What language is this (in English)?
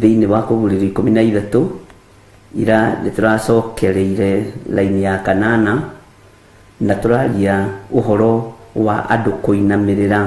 Kikuyu